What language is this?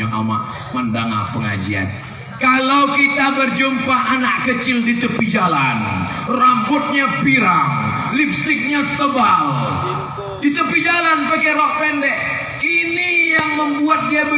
Minangkabau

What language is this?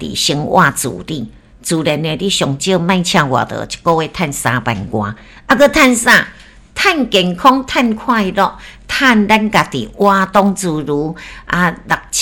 Min Nan Chinese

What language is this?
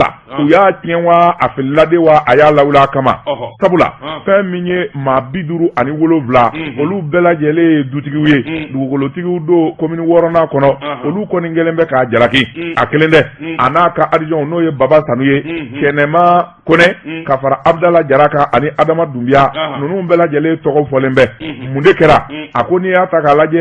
Bambara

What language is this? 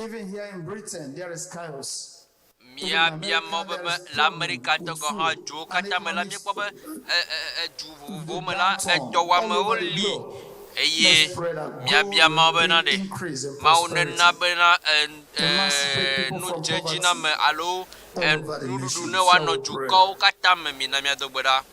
Ewe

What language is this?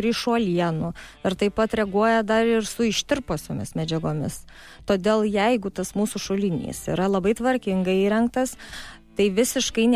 Lithuanian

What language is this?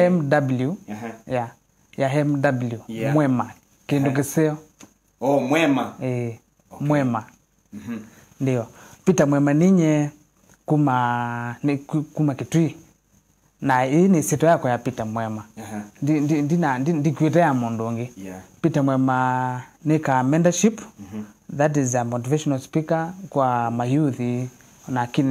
Kamba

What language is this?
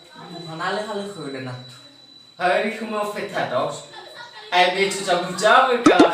Nias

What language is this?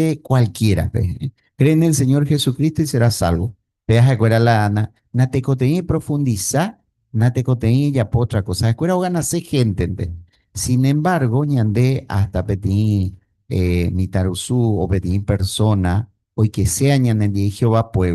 Guarani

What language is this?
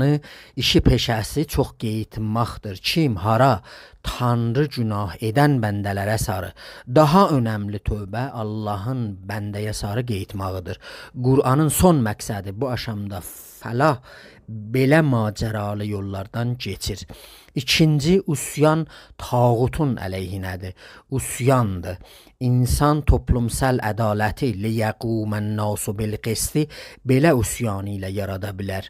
South Azerbaijani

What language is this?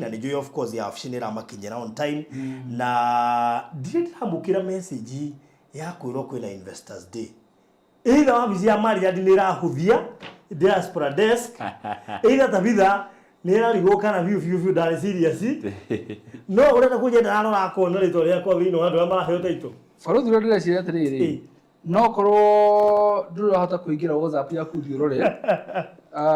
Kikuyu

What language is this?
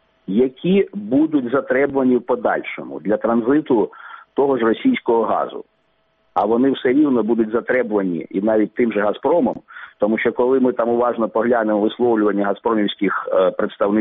Ukrainian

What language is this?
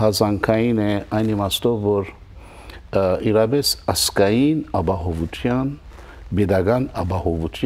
Western Armenian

